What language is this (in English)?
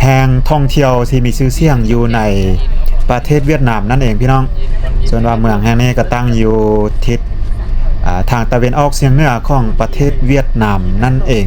Lao